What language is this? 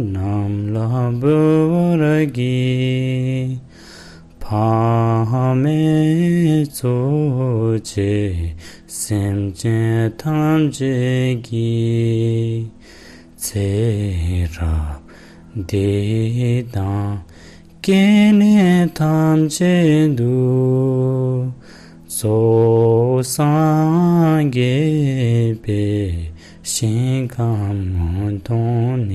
Tibetan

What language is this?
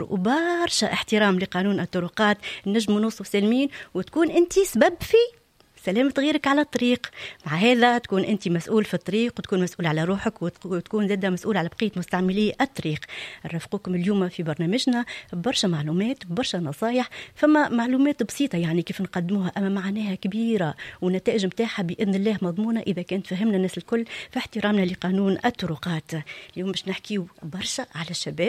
Tunisian Arabic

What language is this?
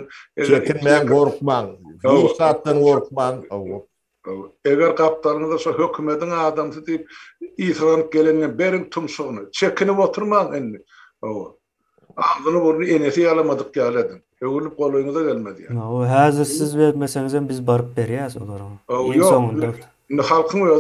Turkmen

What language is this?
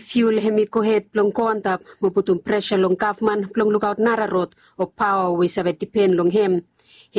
Bislama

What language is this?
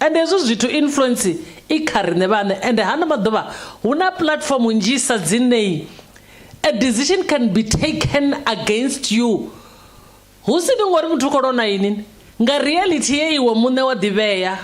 Venda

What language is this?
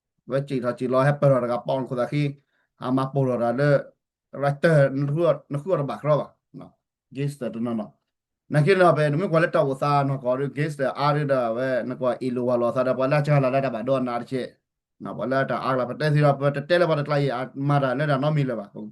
S'gaw Karen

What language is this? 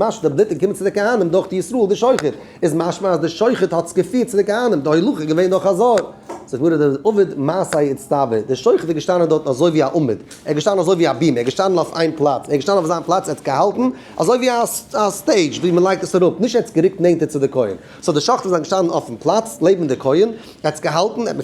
Yiddish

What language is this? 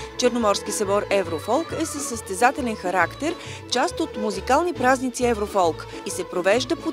Bulgarian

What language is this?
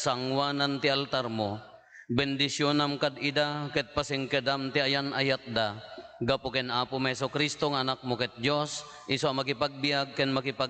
Iloko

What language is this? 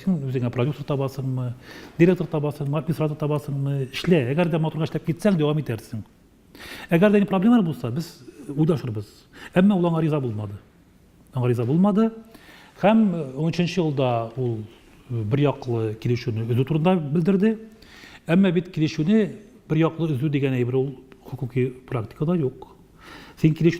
Tatar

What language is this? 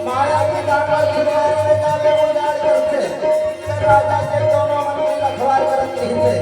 Chhattisgarhi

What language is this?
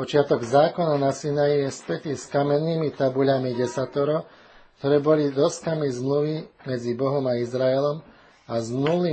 Slovak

